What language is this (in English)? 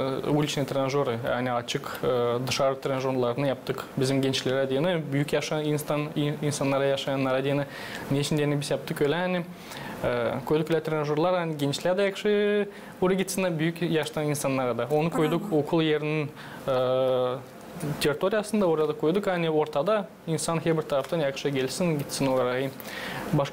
Gagauz